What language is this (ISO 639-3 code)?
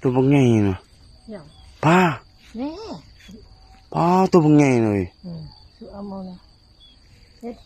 lao